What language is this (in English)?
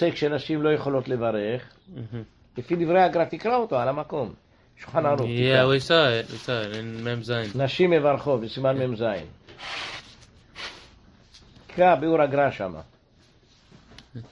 Hebrew